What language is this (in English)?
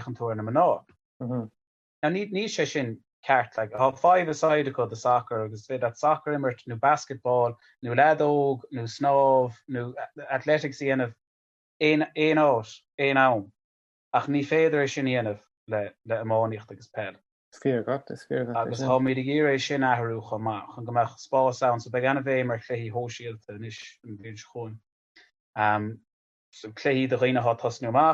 Irish